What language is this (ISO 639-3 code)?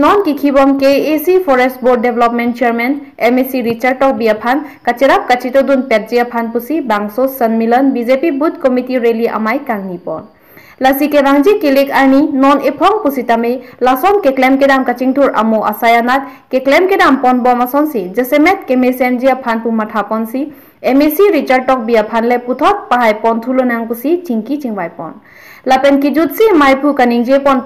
mjw